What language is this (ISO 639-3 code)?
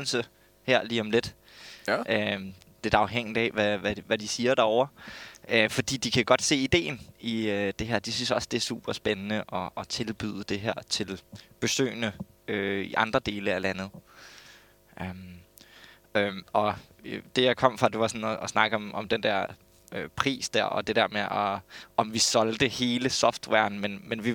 dan